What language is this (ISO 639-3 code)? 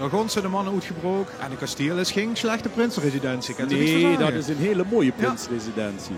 lim